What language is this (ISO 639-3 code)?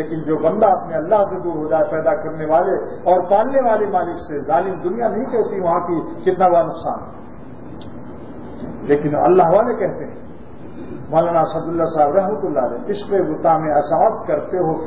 urd